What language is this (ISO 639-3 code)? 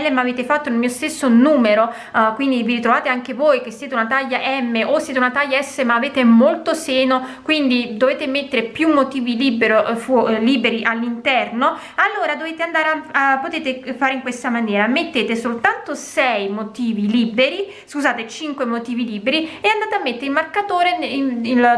ita